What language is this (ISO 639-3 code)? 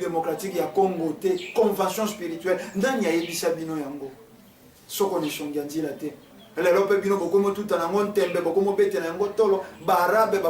lin